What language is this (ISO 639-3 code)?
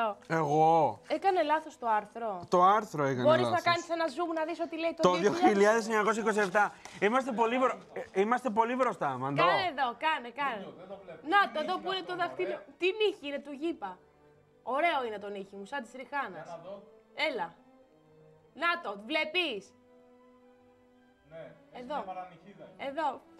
ell